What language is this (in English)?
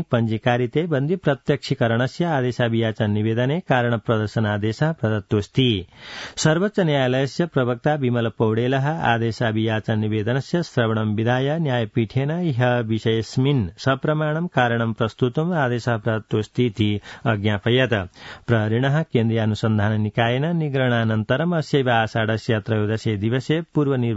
Sanskrit